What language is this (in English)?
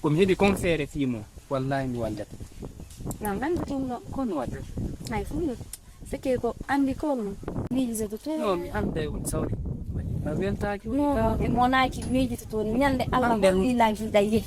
Fula